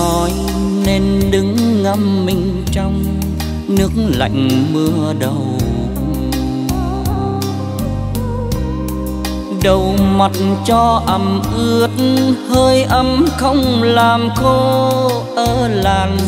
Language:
Vietnamese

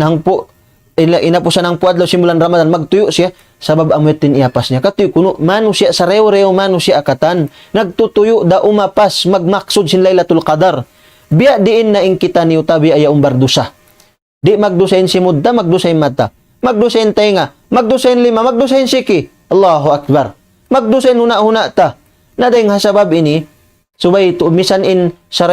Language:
Tausug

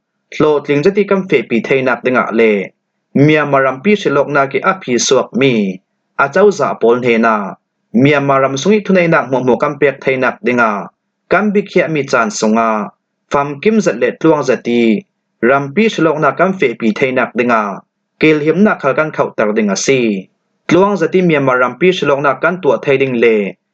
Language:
Falam Chin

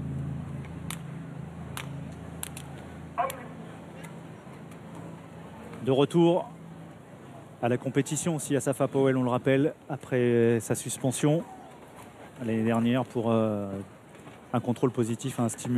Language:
French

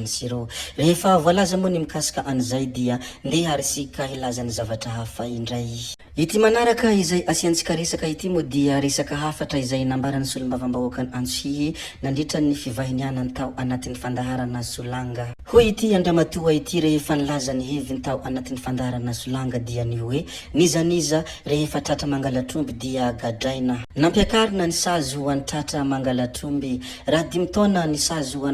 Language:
Malagasy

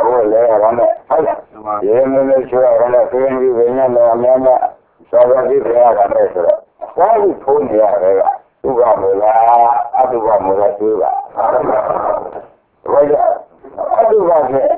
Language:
Burmese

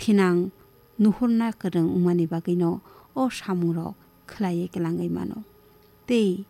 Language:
Kok Borok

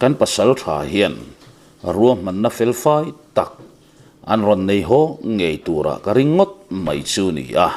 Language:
Mizo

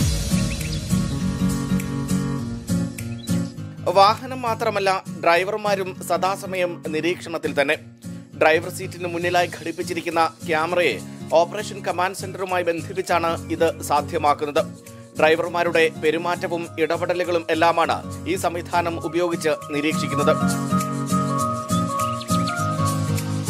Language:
Malayalam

